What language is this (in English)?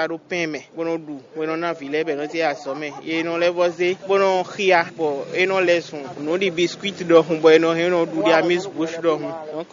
Fon